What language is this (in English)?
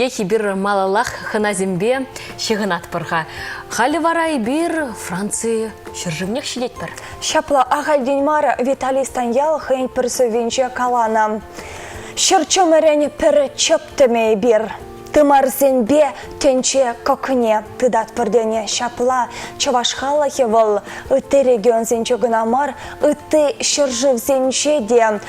Chuvash